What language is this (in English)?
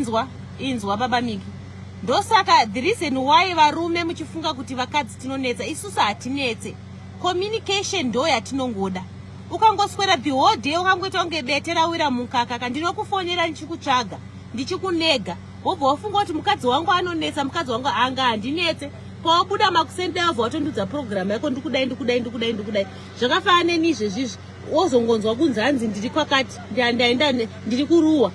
Shona